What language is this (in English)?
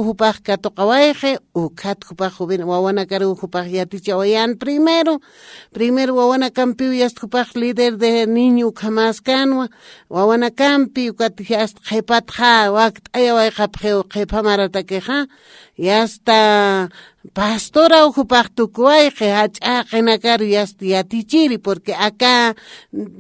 Aymara